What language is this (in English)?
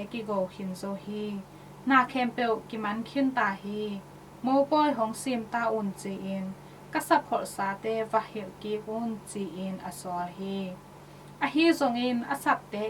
Tedim Chin